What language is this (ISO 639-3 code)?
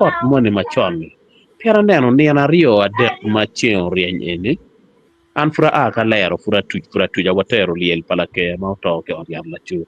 ach